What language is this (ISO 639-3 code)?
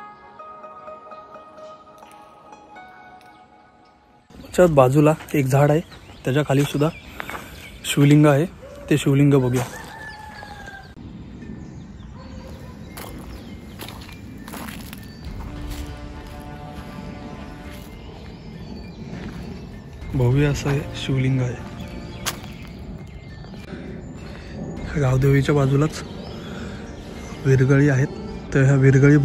mar